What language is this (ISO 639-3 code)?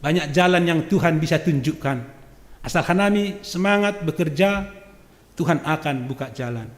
bts